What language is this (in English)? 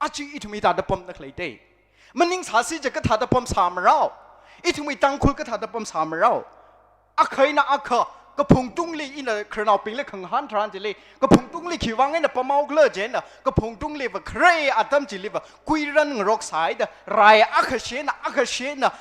Tangkhul Naga (India)